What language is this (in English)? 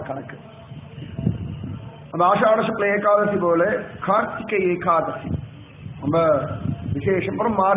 Tamil